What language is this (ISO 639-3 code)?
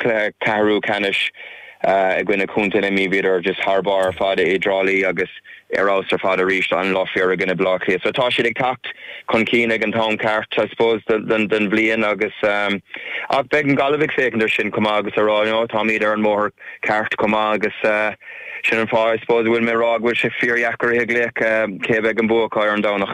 gle